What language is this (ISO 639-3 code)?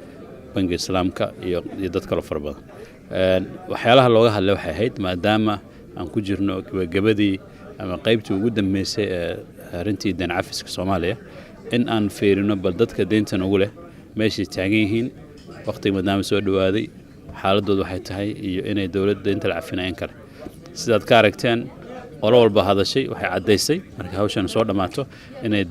som